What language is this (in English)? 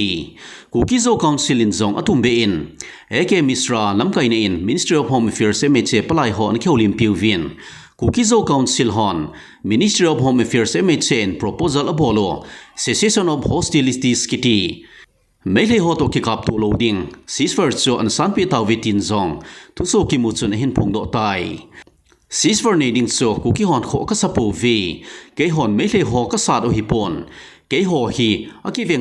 Thado Chin